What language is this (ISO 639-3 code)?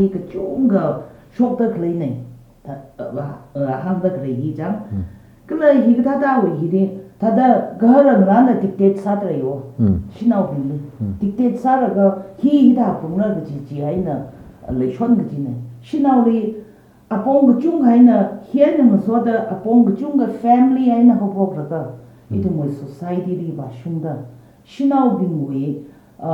nmf